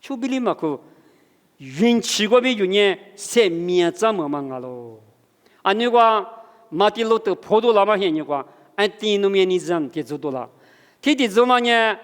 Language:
Lisu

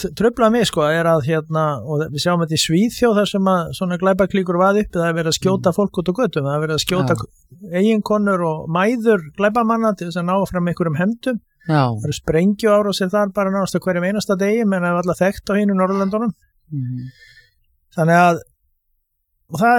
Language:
Icelandic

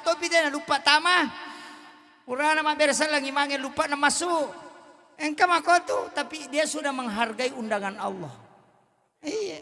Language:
Buginese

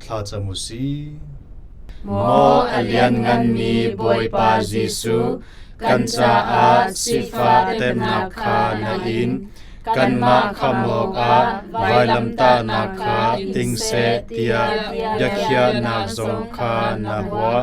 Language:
Hakha Chin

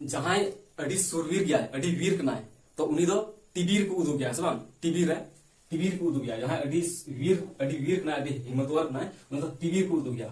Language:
Santali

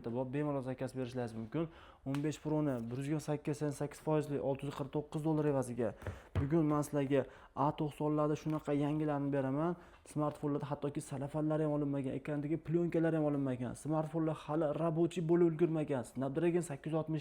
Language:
Uzbek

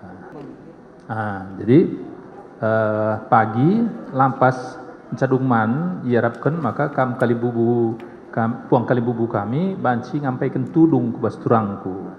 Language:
Batak Karo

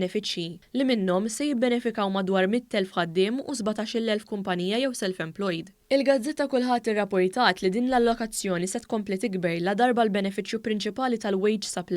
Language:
Maltese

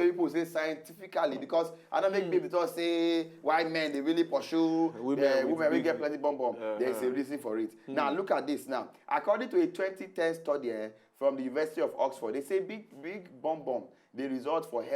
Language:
Nigerian Pidgin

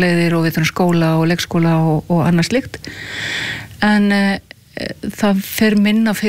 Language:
Icelandic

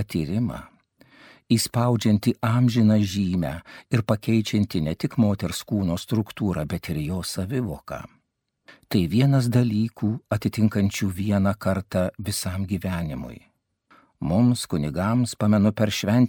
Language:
Lithuanian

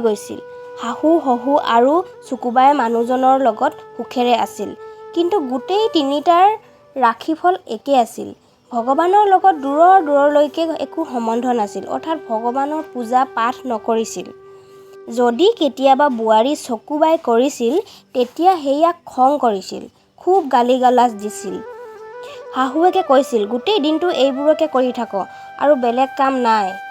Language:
Assamese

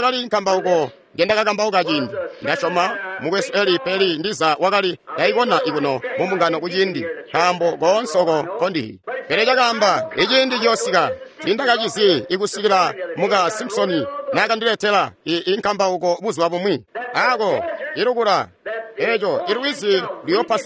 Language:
Tonga (Zambia)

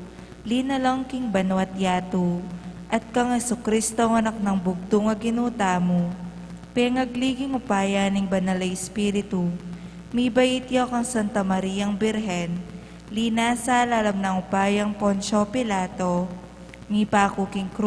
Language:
Pampanga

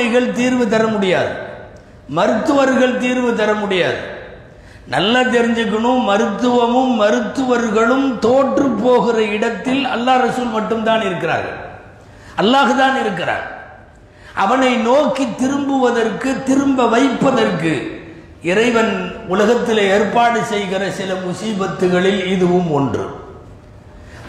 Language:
Tamil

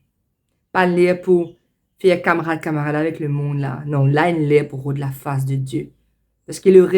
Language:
Morisyen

